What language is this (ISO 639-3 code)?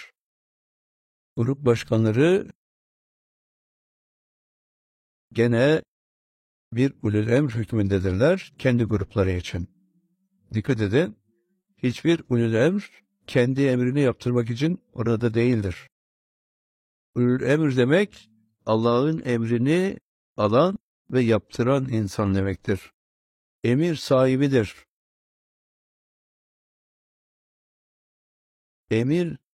tur